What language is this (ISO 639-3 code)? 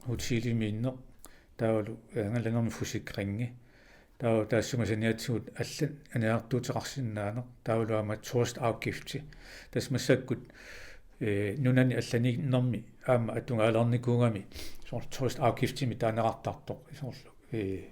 kal